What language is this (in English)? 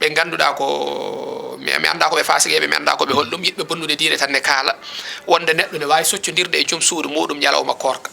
Fula